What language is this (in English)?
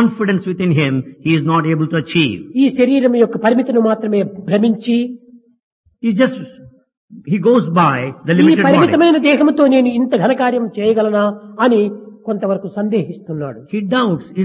Telugu